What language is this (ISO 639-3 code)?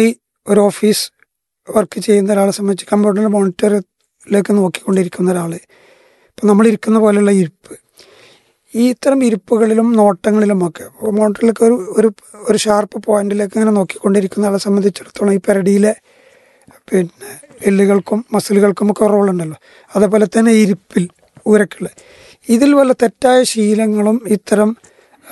mal